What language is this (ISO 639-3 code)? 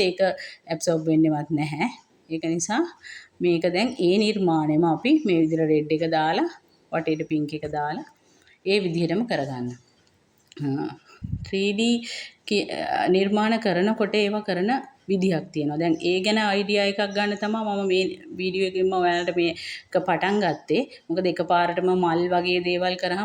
sin